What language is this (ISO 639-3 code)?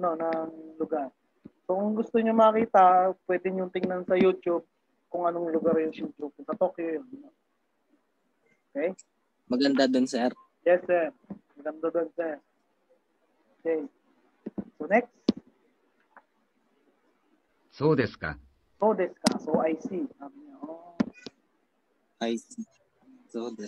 fil